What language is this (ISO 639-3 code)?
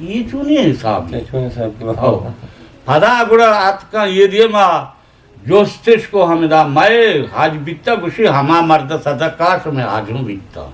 bgp